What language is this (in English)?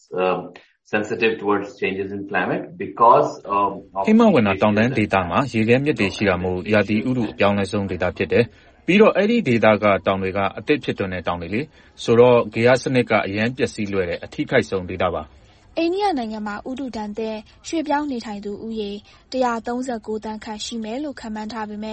Burmese